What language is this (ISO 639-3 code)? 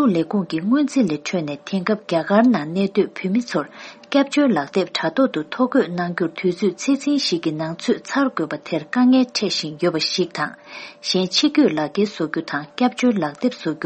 bod